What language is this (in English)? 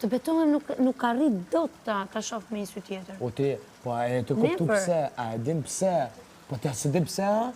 Albanian